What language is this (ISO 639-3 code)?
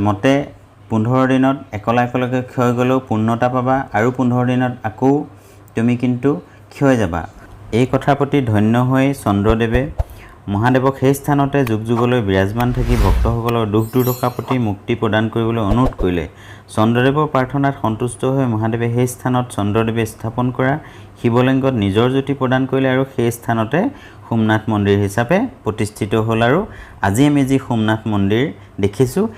asm